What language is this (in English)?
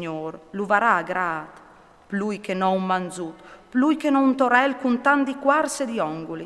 Friulian